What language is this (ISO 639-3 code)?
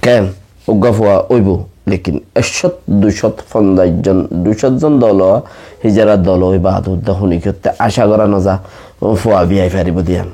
rhg